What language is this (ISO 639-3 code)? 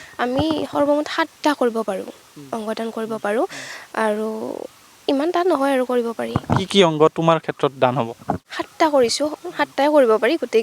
asm